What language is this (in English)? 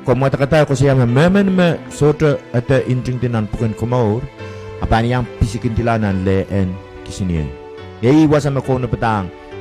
Pohnpeian